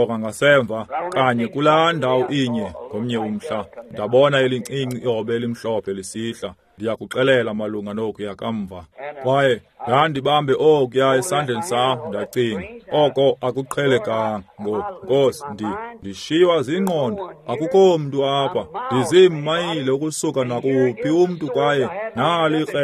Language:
Xhosa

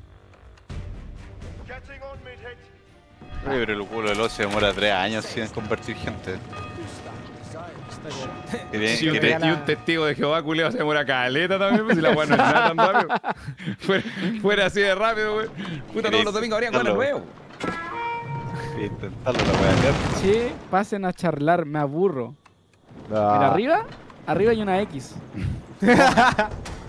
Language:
Spanish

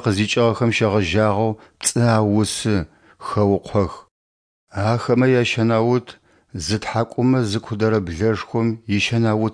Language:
Adyghe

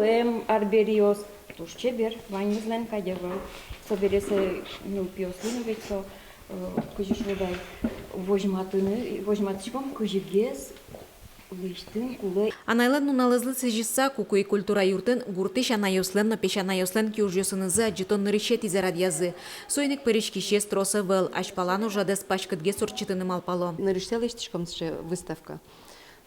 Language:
Udmurt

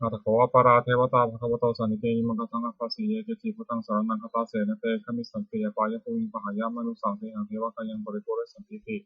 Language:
Pali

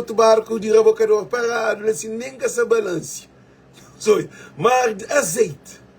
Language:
Kabuverdianu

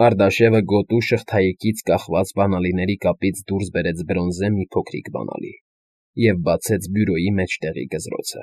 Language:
Armenian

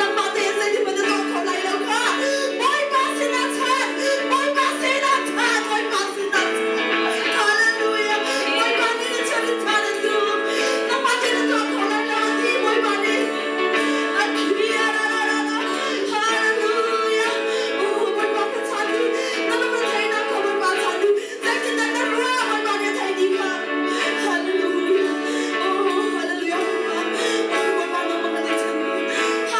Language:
Hakha Chin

